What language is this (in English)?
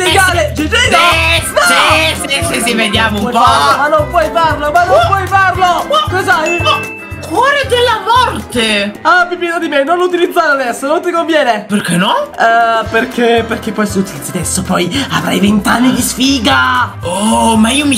Italian